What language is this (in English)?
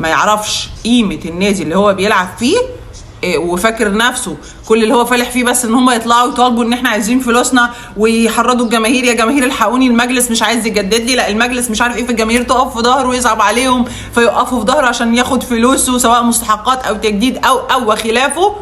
Egyptian Arabic